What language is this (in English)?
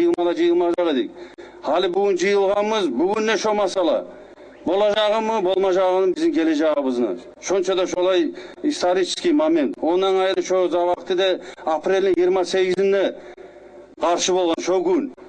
Kumyk